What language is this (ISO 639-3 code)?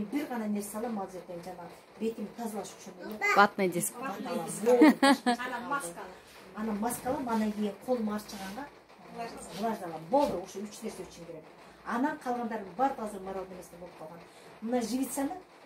kir